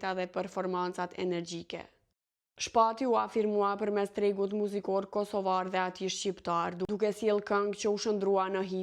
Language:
Albanian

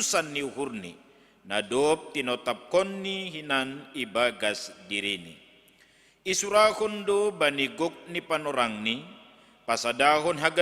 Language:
Batak Simalungun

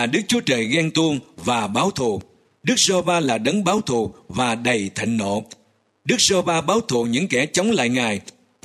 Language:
Vietnamese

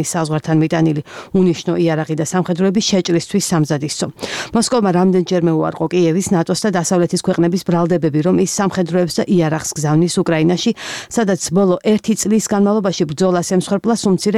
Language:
Georgian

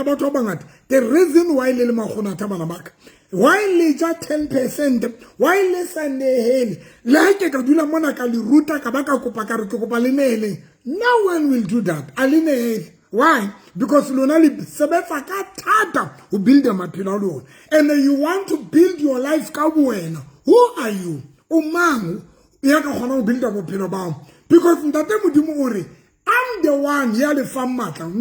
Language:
Southern Sotho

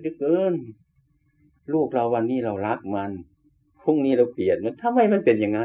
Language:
Thai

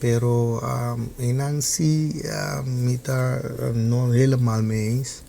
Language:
Papiamento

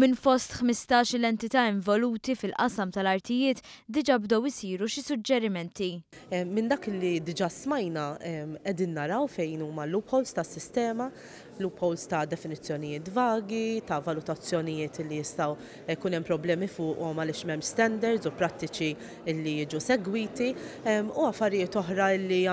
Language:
Maltese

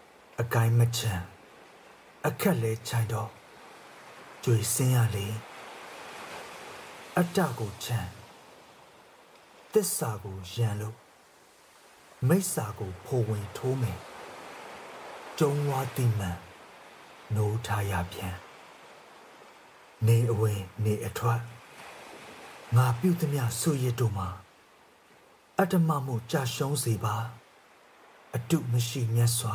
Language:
Burmese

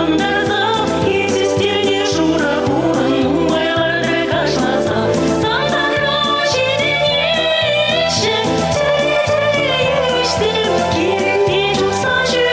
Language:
Chuvash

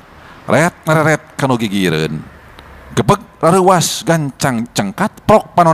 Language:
Sundanese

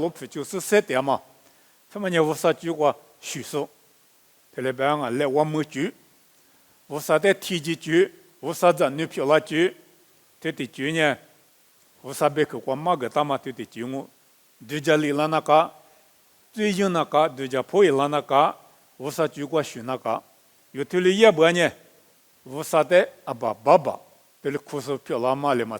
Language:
Lisu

